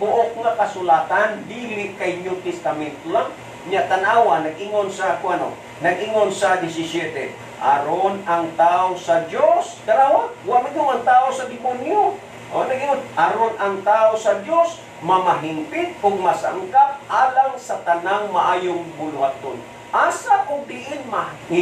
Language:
Cebuano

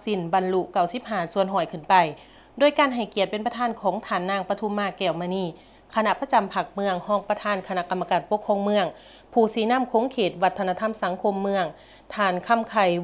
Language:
Lao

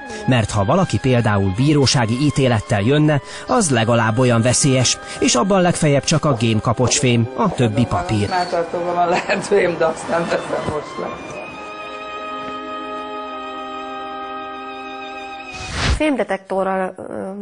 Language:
Hungarian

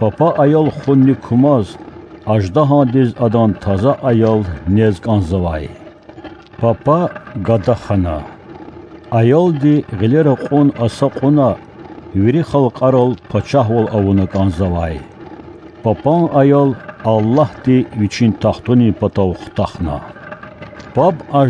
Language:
Lezghian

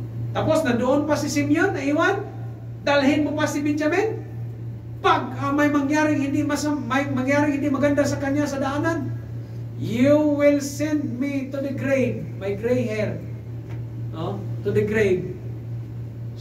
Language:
Filipino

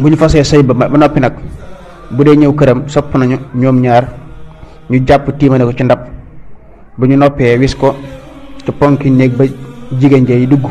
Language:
Wolof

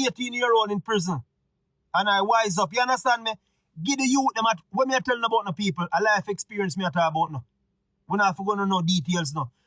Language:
Jamaican Creole English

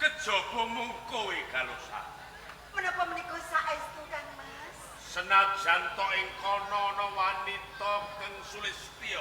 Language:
Javanese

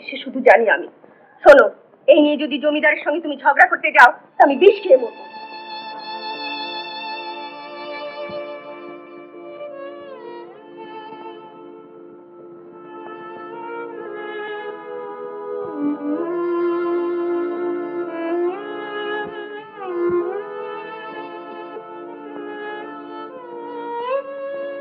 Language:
Bangla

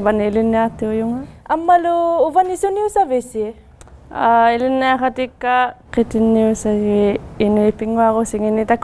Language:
Inuktitut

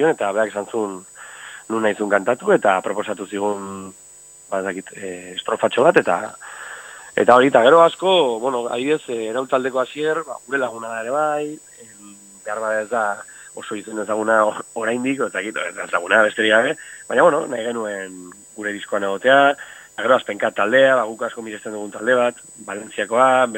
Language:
Basque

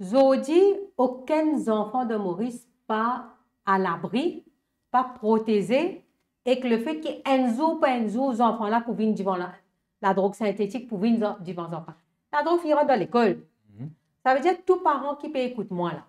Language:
Morisyen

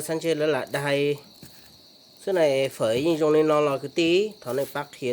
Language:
Hmong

